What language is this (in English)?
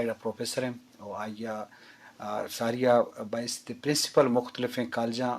Brahui